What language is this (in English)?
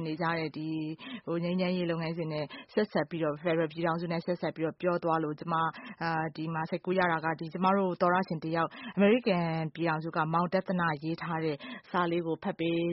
Burmese